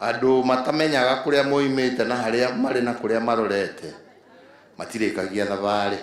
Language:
Kikuyu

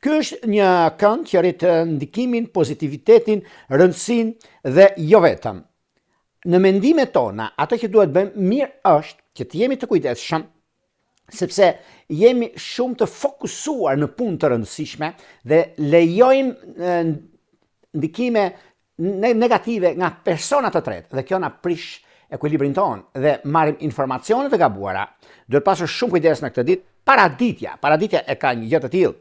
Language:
Albanian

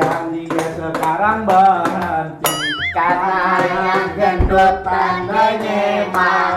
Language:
Betawi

